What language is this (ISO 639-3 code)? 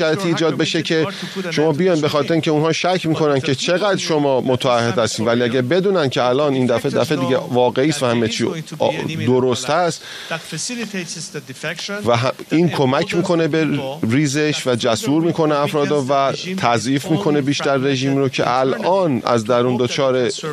fas